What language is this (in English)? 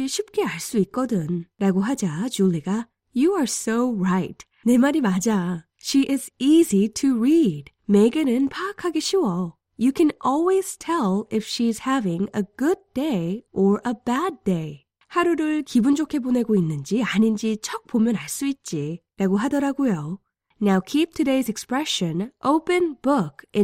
Korean